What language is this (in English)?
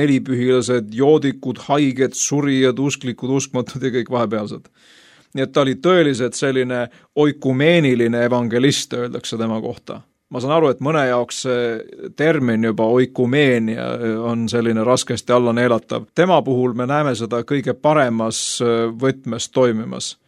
Estonian